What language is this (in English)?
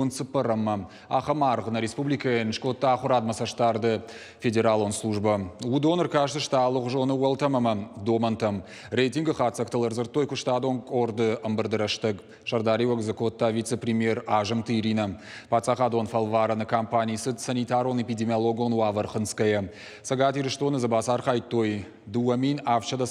Ossetic